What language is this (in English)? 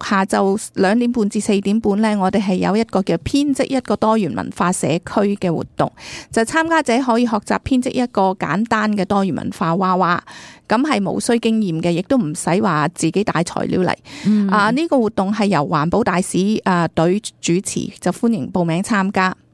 Cantonese